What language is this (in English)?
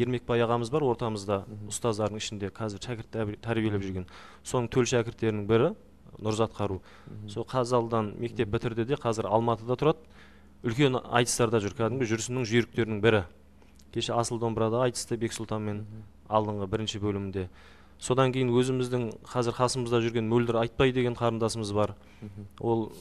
Kazakh